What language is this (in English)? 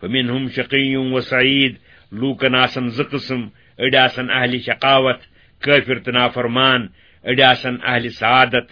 Kashmiri